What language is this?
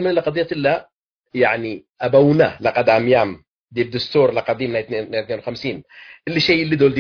Tigre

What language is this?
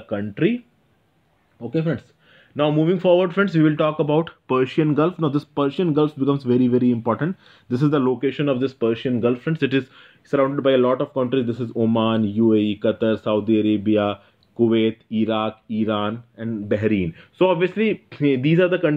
English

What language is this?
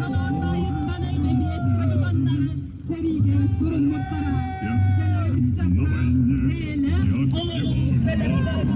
Yakut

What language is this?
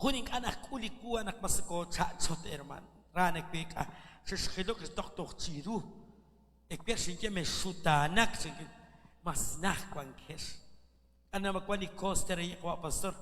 Kekchí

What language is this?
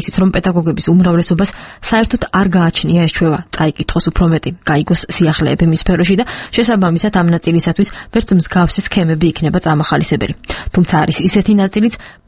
Georgian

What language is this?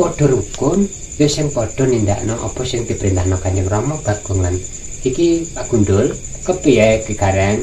Javanese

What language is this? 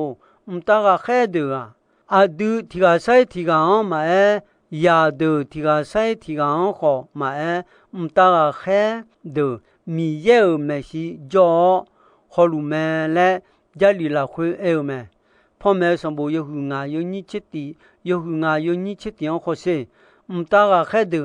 Akha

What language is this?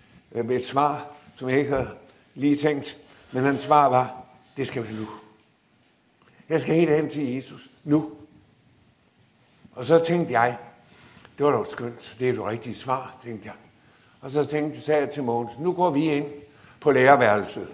Danish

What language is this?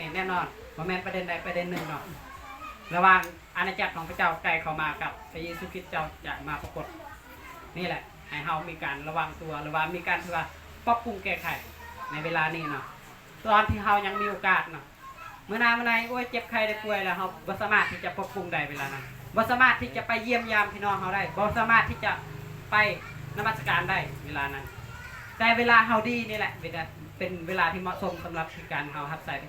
Lao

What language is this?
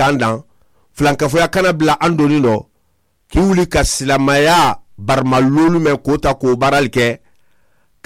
Mandingo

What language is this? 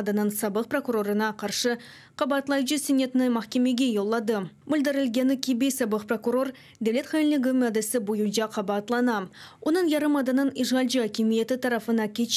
Crimean Tatar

